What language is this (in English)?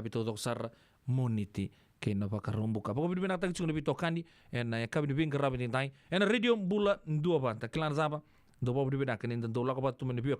Fijian